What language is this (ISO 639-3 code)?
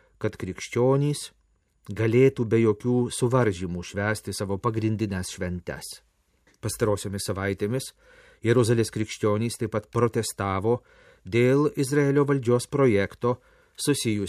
lit